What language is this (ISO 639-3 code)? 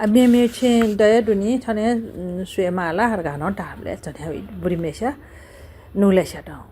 new